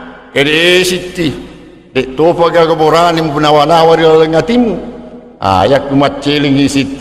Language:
Buginese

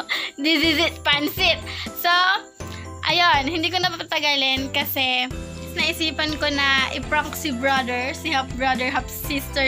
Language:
Filipino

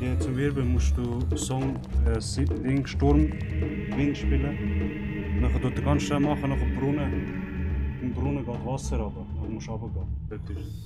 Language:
Swiss German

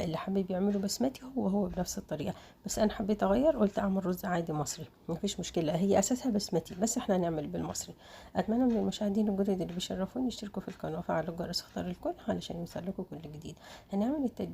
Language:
Egyptian Arabic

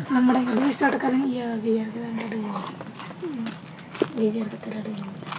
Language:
Santali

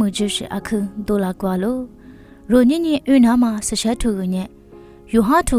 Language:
Lisu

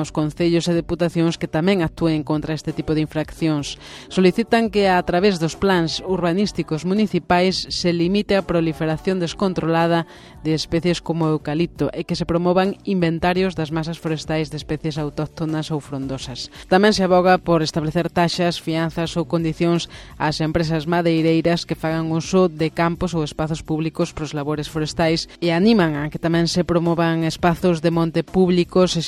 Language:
Galician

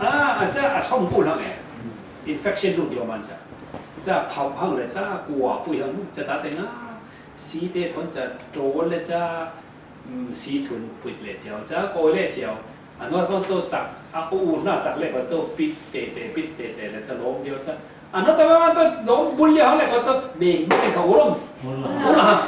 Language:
Falam Chin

